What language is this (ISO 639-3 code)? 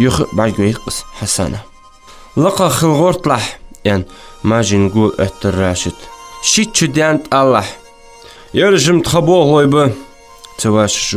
inh